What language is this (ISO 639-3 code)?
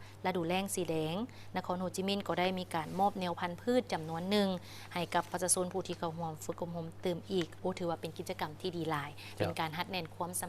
lao